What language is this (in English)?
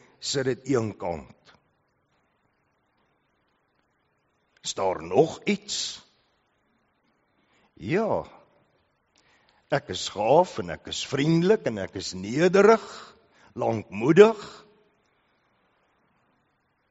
Afrikaans